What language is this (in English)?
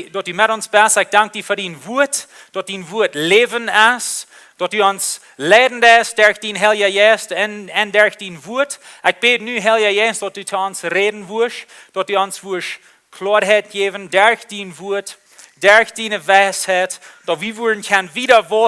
Plautdietsch